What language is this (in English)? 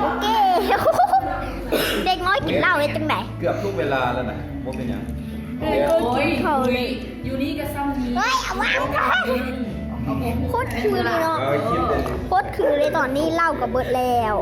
Lao